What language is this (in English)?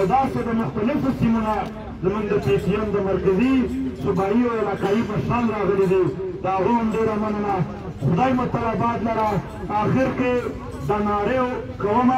Pashto